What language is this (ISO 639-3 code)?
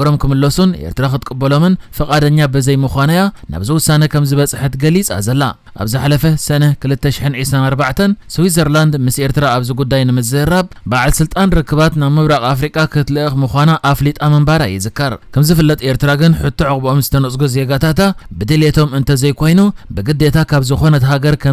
tir